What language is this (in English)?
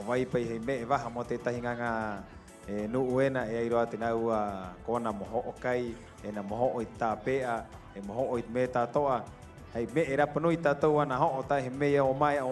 Rapanui